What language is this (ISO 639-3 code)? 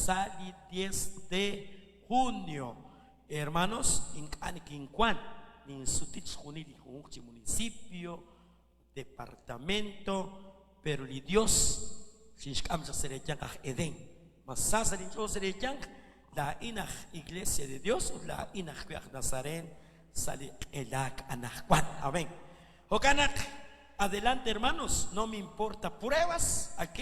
kek